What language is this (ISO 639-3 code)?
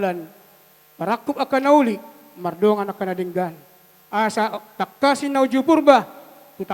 bbc